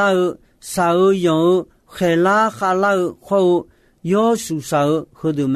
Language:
Akha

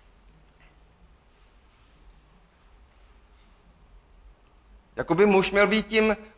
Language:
Czech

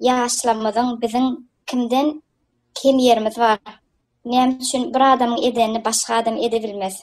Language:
Turkmen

